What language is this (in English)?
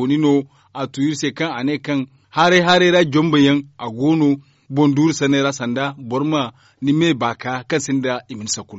Zarma